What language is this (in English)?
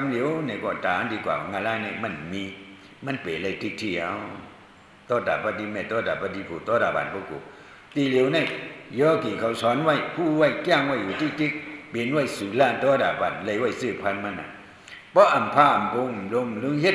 Shan